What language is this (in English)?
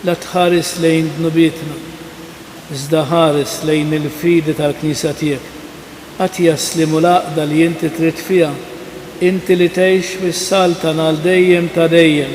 Maltese